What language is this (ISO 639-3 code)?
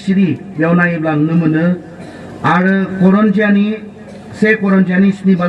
brx